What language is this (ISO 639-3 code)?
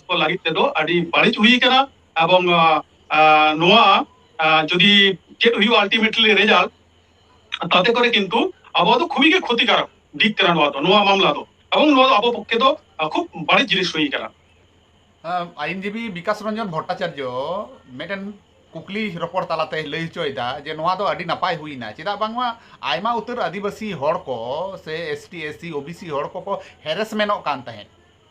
sat